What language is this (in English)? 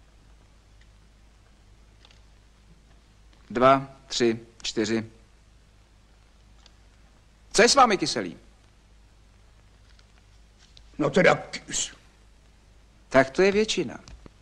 Czech